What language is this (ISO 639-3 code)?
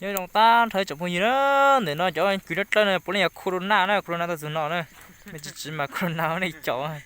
hmn